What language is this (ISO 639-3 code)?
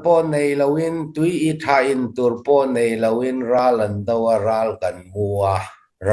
cnh